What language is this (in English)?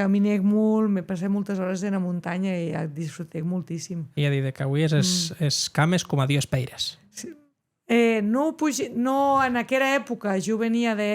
Occitan